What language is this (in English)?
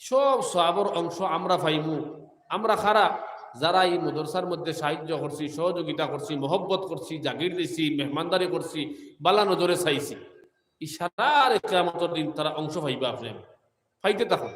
Sylheti